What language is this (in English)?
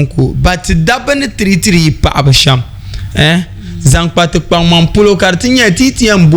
Dagbani